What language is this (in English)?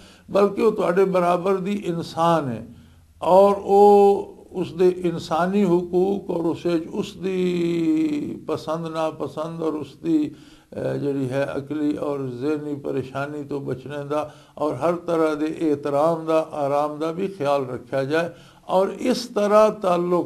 Western Panjabi